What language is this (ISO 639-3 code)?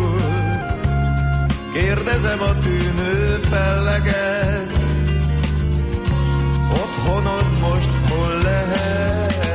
hun